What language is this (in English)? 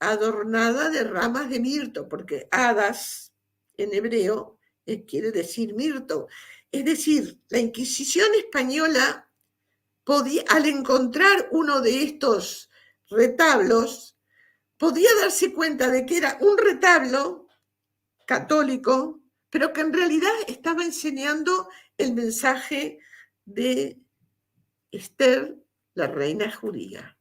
Ladino